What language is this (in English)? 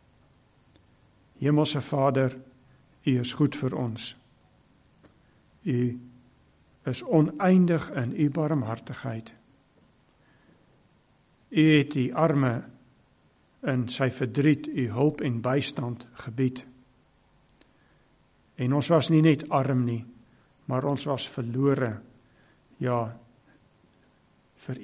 Afrikaans